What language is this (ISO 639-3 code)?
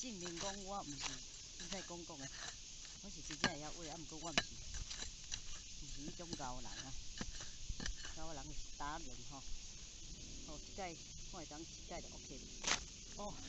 nan